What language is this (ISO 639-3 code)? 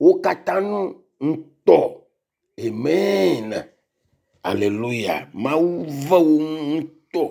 ewe